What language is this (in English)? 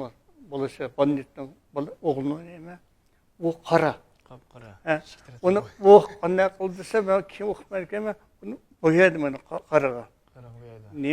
Uyghur